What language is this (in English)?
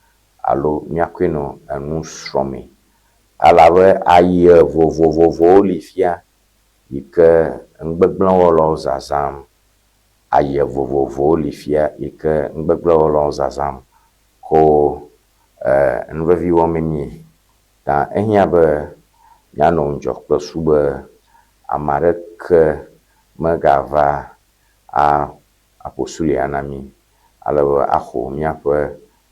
Ewe